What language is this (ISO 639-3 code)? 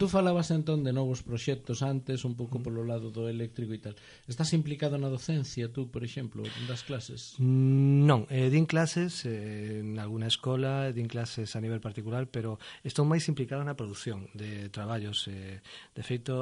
glg